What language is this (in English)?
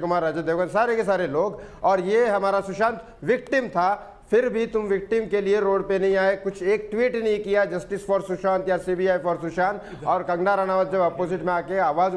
Hindi